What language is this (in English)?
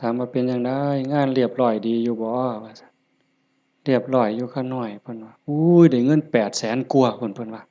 Lao